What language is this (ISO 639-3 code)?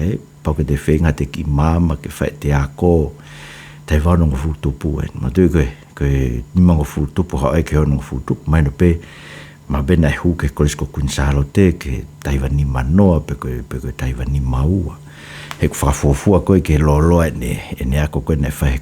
ton